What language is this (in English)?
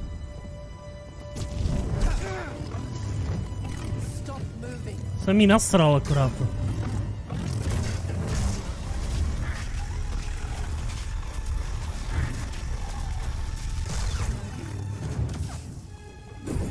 Czech